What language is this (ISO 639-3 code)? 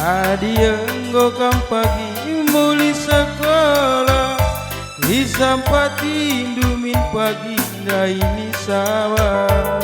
btx